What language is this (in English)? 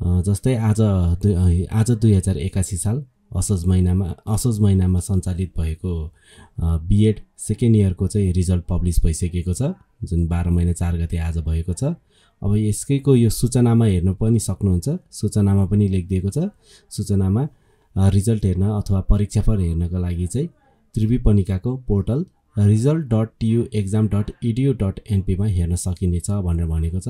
Nepali